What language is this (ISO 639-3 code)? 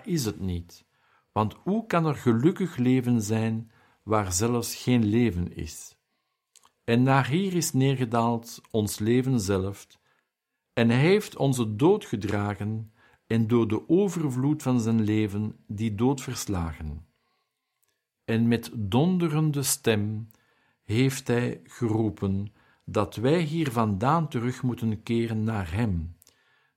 nld